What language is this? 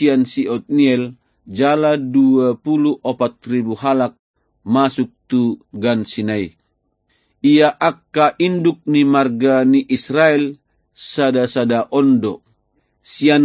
Batak Toba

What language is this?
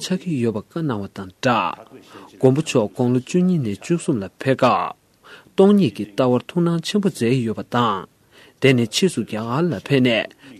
Tibetan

